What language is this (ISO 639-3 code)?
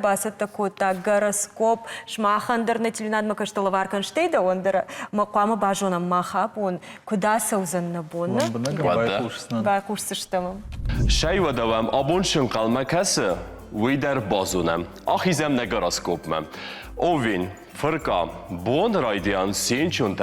oss